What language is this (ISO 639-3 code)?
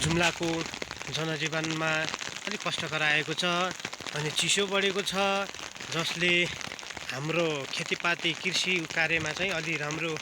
nep